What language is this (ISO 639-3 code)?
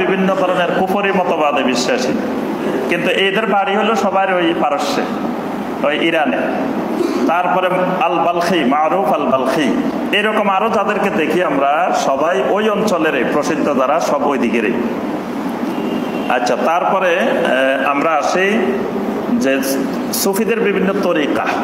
ben